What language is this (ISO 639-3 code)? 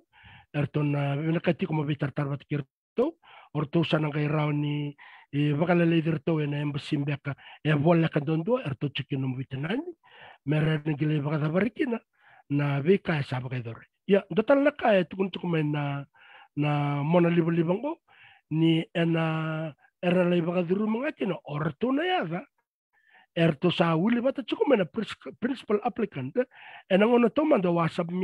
fij